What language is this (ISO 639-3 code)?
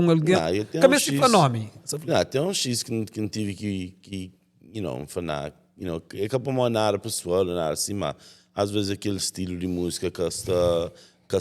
kea